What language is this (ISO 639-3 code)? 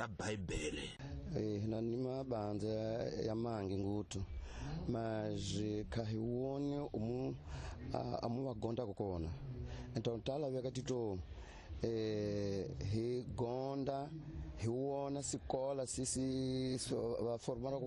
tso